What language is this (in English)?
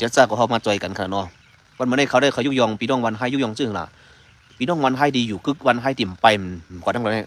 Shan